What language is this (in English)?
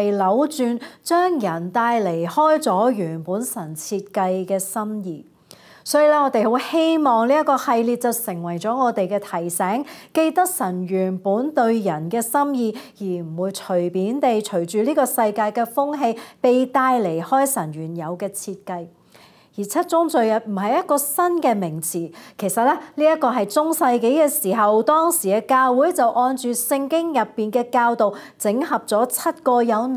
Cantonese